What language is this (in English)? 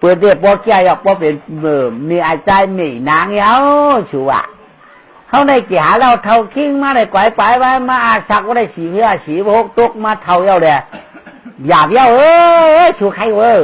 Shan